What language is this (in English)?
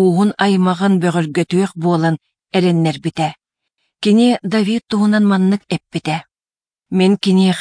Yakut